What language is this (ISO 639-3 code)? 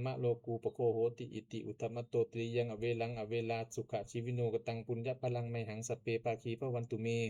pli